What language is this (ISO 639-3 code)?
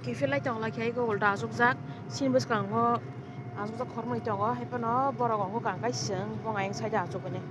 trp